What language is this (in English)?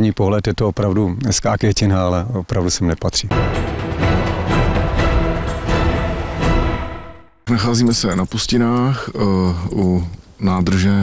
Czech